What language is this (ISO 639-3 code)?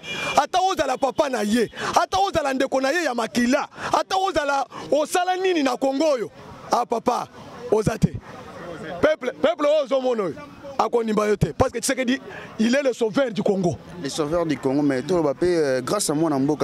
lin